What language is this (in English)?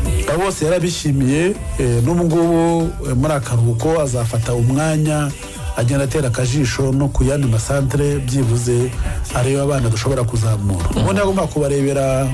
Kinyarwanda